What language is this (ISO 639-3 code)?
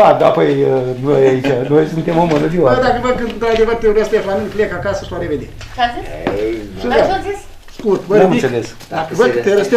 ron